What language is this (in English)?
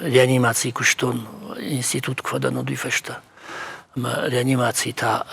Ossetic